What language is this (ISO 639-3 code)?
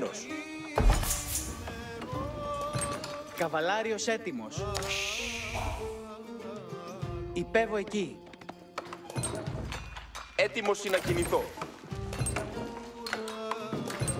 ell